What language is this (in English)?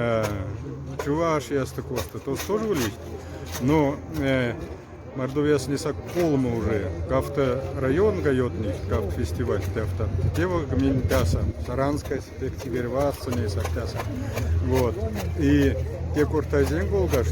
Moksha